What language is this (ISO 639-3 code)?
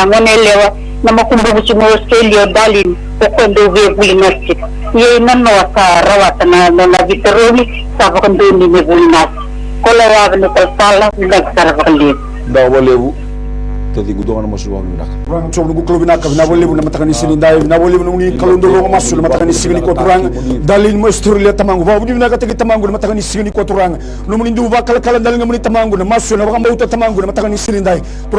fij